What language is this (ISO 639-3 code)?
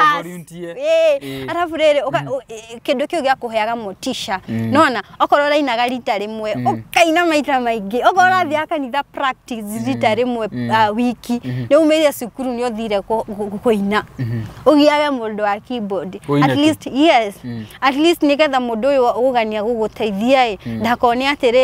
kik